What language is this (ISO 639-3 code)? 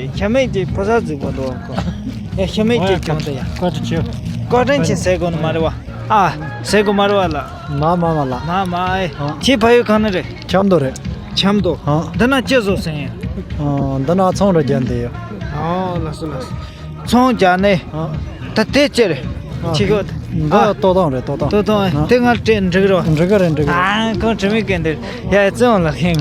bod